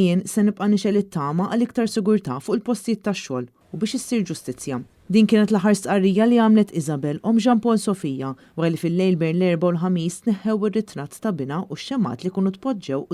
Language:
Maltese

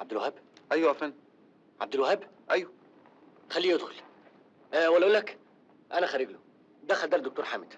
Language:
Egyptian Arabic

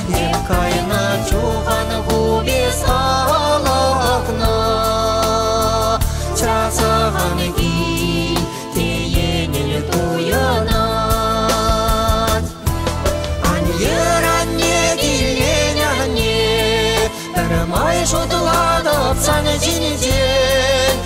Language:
Chuvash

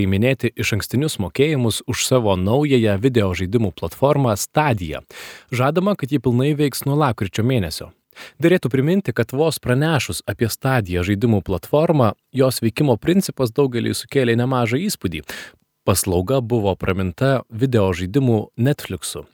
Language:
Lithuanian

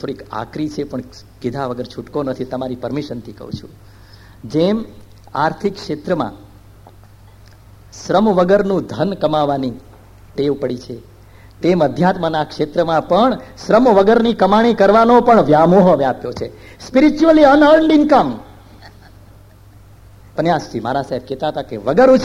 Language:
Gujarati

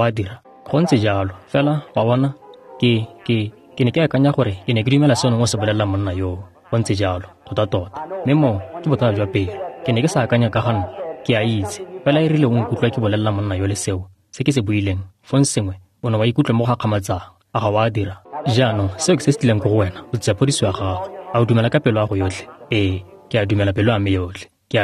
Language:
Tswana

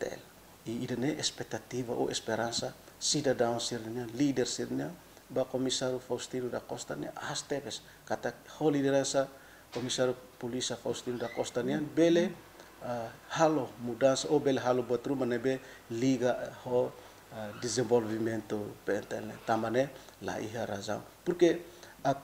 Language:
Tetum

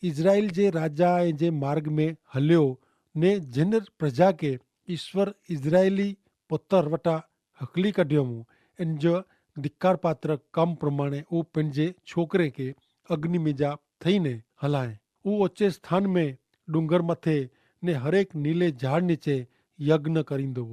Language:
Kachhi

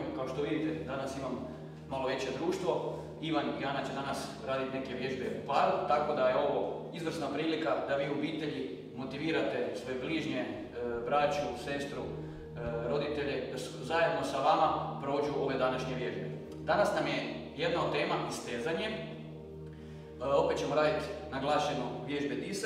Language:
Croatian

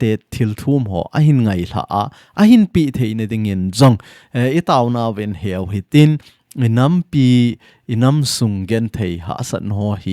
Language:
Thado Chin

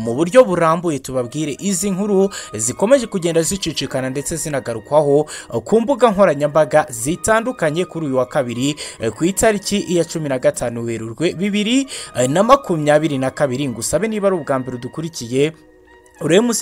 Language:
Kinyarwanda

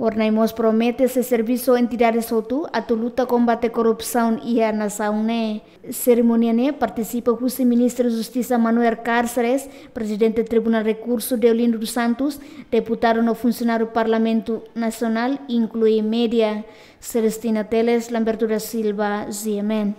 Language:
Tetum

